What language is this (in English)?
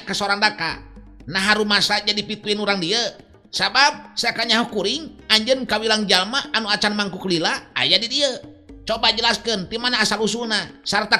Sundanese